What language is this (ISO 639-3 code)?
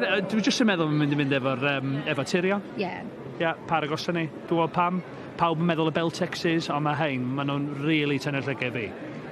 cym